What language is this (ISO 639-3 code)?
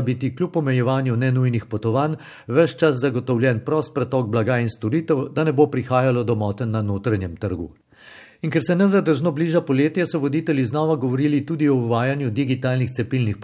slv